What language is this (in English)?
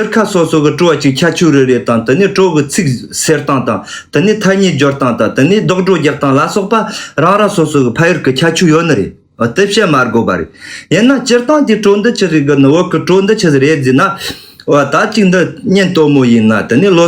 Tibetan